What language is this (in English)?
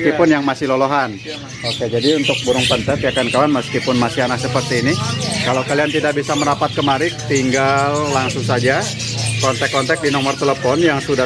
Indonesian